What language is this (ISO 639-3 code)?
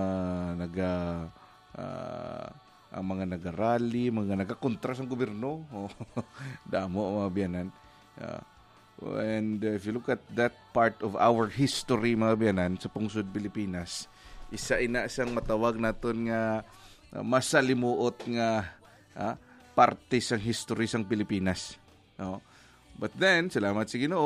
hil